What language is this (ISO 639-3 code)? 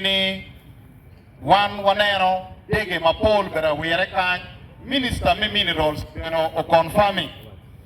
ach